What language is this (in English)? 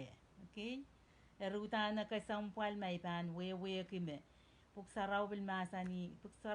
Pohnpeian